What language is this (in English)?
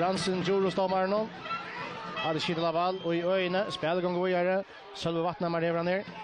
Faroese